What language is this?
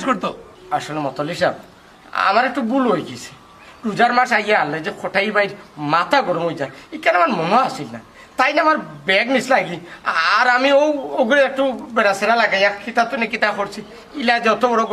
Sylheti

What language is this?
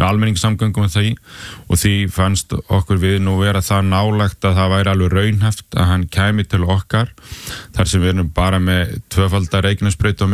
Icelandic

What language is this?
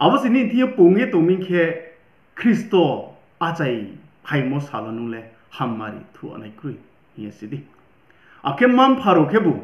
Riang (India)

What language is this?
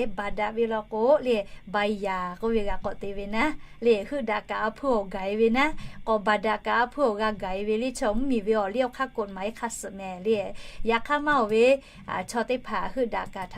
Lahu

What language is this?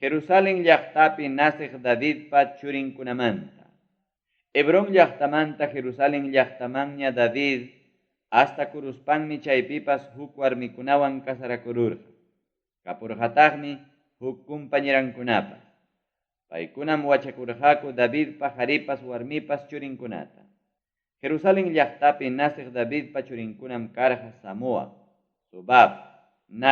Ayacucho Quechua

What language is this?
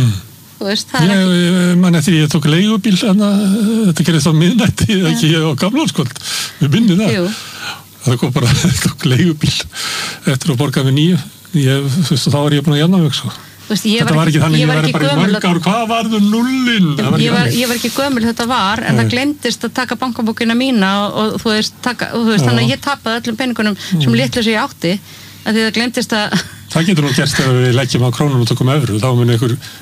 Icelandic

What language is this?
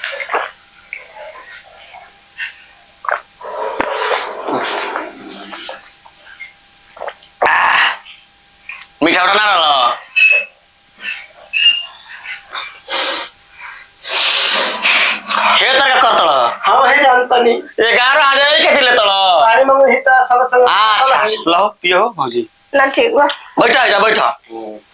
Bhojpuri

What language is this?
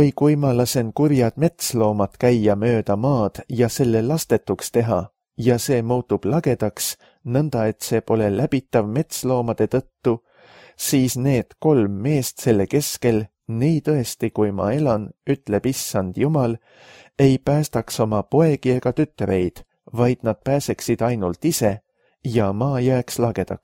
Estonian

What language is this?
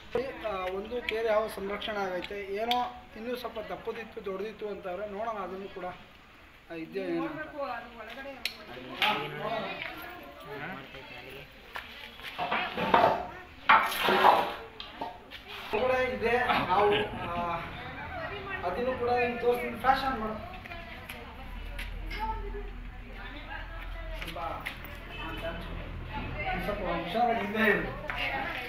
Kannada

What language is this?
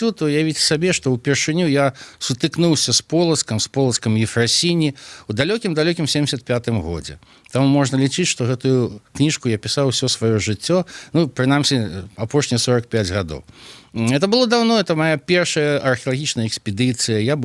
Belarusian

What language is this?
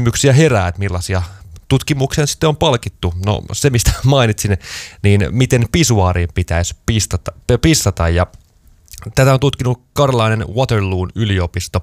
Finnish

